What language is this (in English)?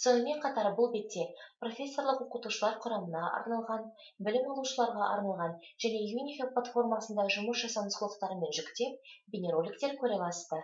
Kazakh